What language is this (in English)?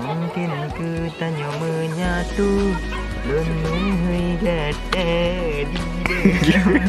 Achinese